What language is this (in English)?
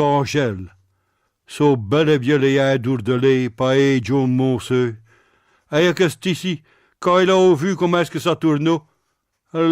Picard